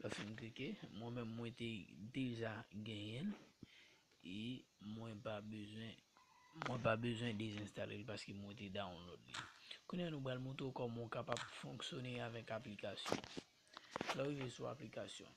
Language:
Haitian Creole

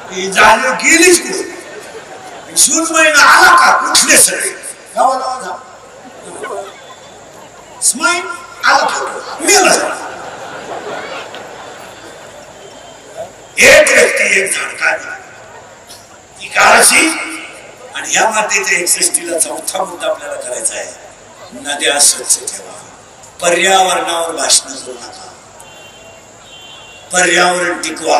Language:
Marathi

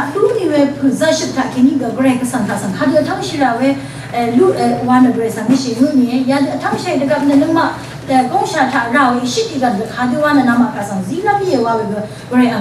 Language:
Rawang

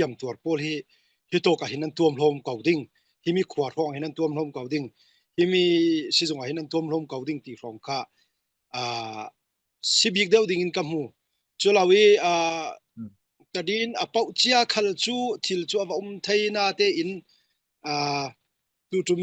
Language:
Falam Chin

